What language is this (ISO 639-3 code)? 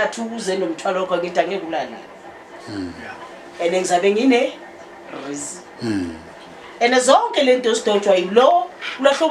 zul